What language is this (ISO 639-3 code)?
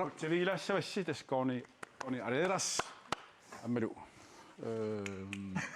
kal